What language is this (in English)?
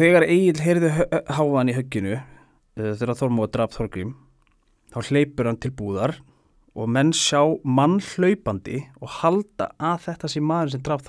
Icelandic